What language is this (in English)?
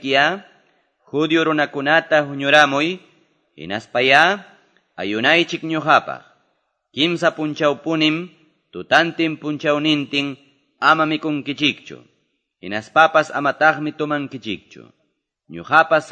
Quechua